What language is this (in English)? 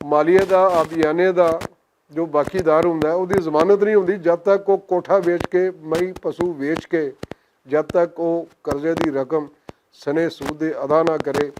Western Panjabi